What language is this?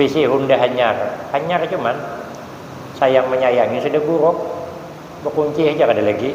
Banjar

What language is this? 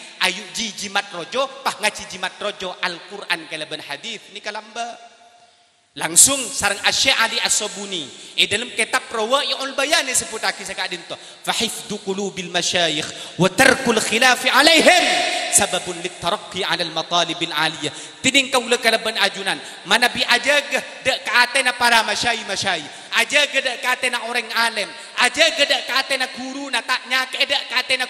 Madurese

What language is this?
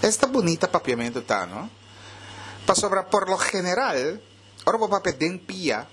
Papiamento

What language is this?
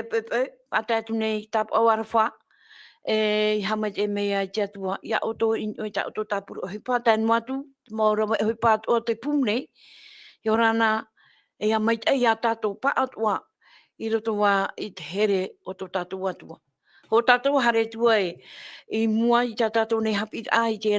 Tahitian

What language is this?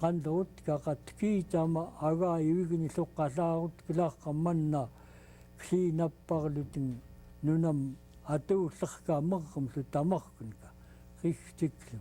Central Yupik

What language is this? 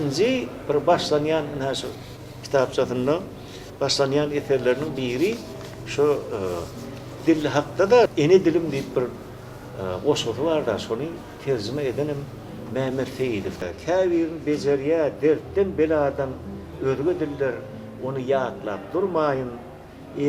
Turkmen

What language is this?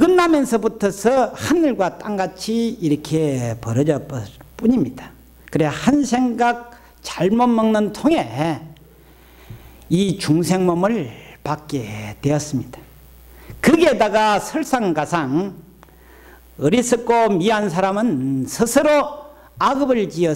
Korean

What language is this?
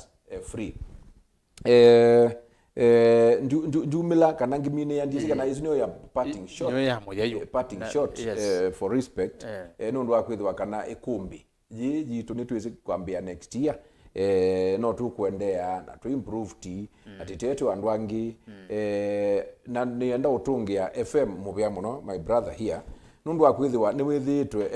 Kamba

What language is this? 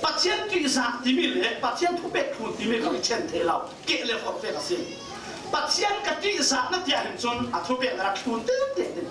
Falam Chin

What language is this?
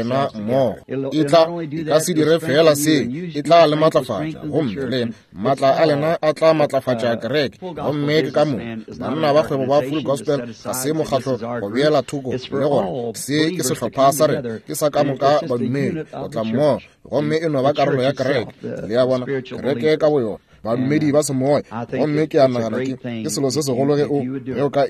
Northern Sotho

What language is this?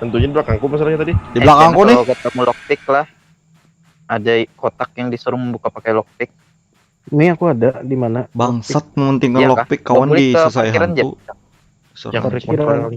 Banjar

